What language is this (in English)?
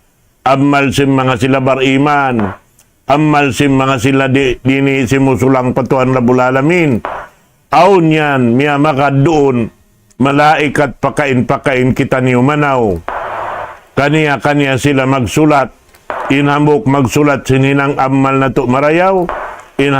Tausug